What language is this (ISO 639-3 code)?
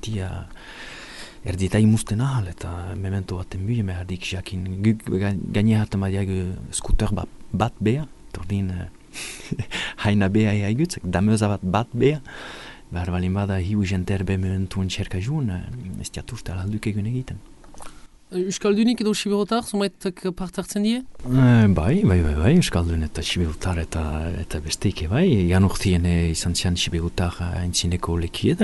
eus